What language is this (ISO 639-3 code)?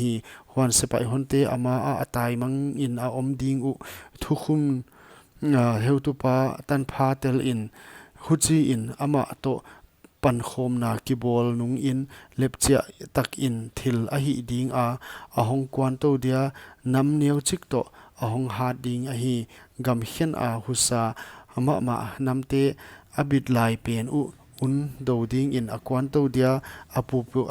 pck